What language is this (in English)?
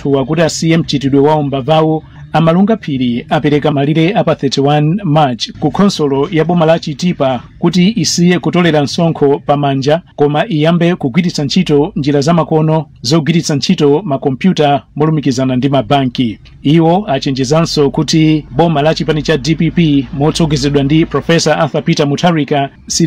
Nyanja